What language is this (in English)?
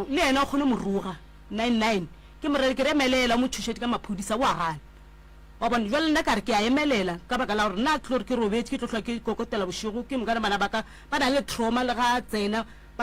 Northern Sotho